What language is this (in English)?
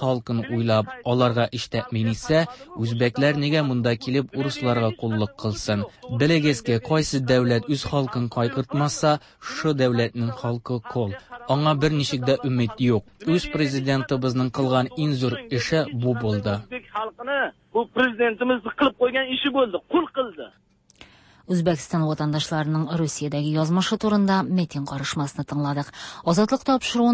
Tatar